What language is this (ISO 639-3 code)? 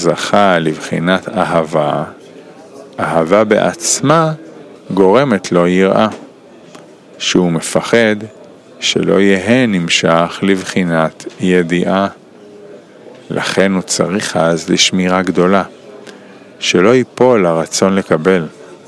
heb